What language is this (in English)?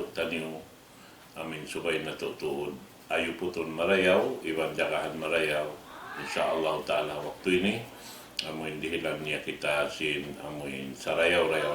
Tausug